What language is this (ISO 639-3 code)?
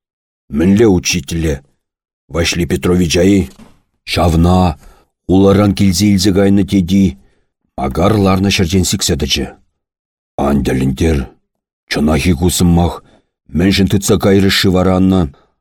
chv